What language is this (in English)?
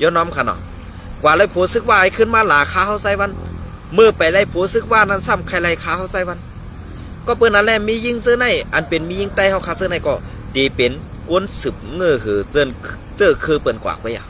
Shan